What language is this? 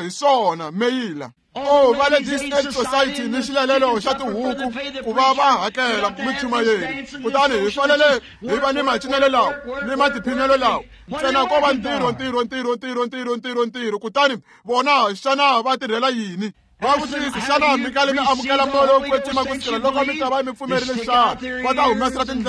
Tsonga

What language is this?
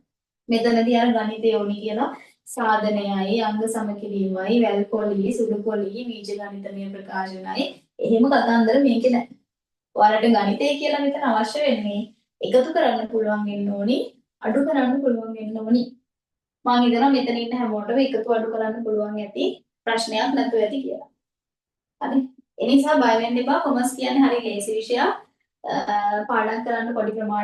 Sinhala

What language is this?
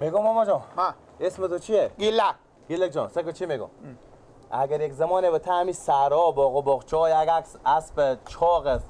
Persian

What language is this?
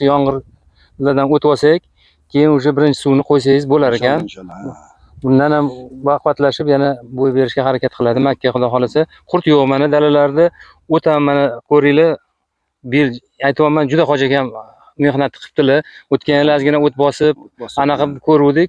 Uzbek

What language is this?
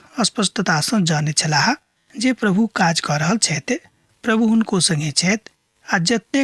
Maithili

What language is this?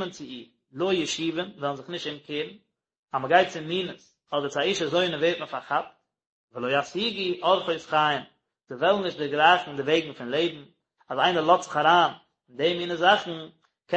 Yiddish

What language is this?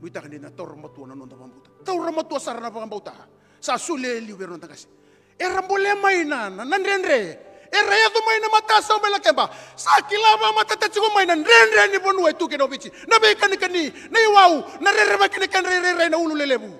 Fijian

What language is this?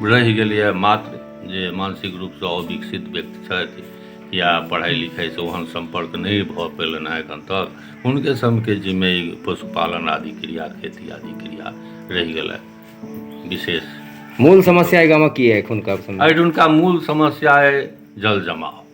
Maithili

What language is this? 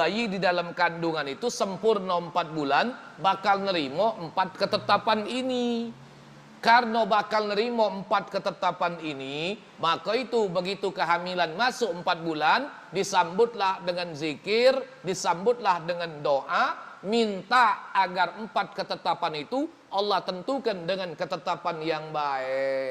Musi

